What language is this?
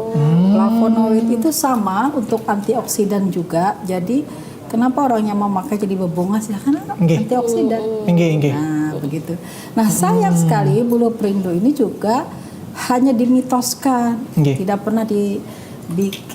Banjar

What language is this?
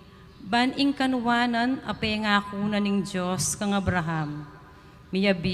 Pampanga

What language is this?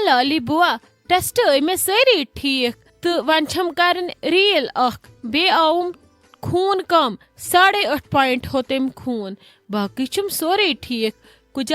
Kashmiri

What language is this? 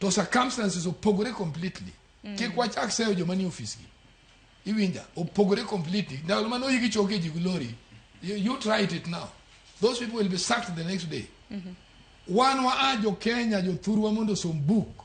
Luo (Kenya and Tanzania)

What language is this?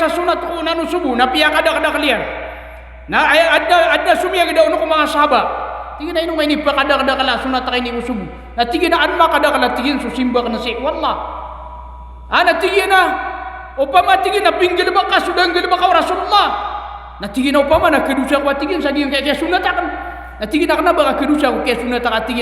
Maranao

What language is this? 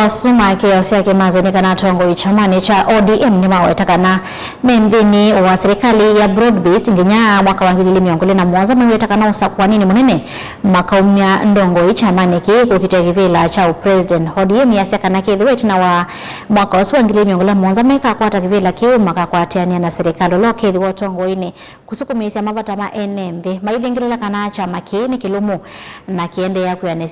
Kamba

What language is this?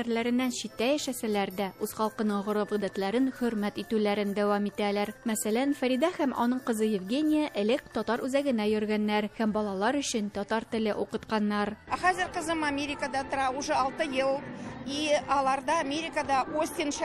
Tatar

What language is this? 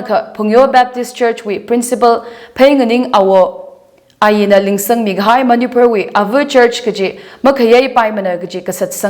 Tangkhul Naga (India)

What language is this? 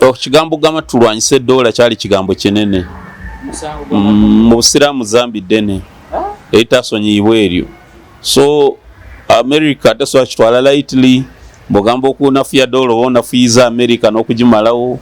Ganda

